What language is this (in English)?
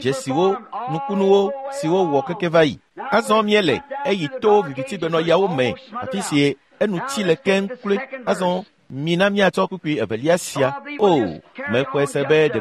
Ewe